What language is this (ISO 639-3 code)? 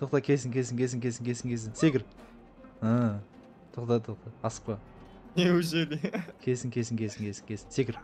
kaz